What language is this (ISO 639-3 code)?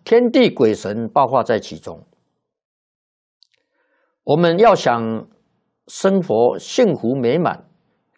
zho